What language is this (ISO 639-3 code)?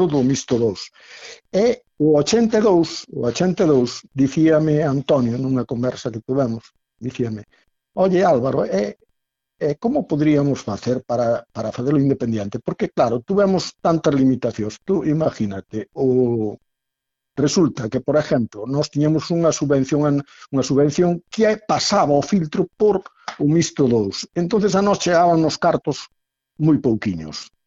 glg